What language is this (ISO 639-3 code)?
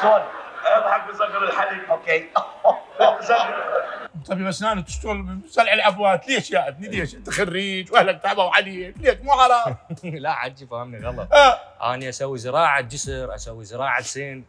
acm